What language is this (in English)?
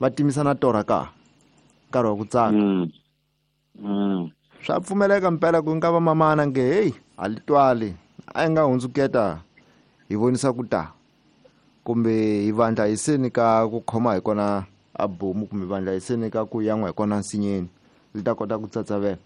Tsonga